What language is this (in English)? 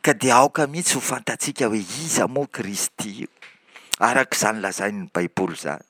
Malagasy